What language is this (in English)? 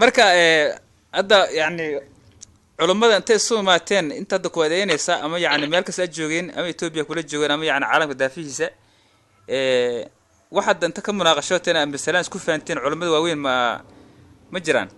Somali